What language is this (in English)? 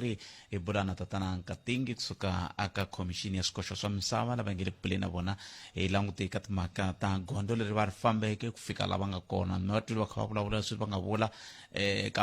Tsonga